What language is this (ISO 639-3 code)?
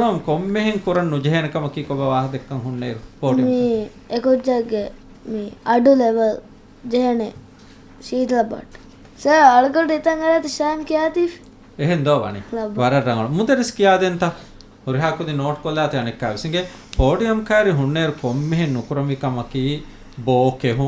div